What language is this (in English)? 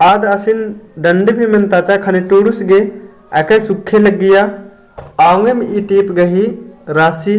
Kurukh